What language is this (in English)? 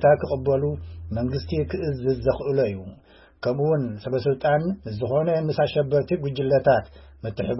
Tigrinya